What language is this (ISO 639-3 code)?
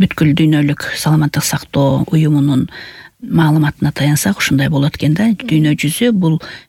kir